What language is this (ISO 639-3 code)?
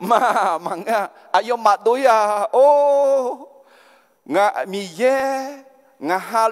ahk